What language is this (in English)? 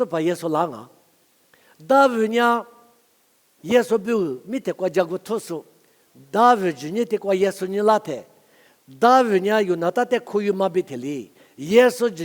Lisu